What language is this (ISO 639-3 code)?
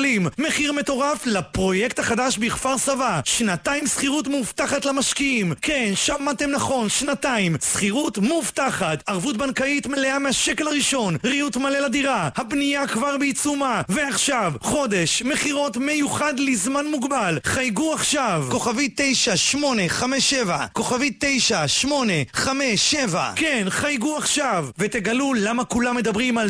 heb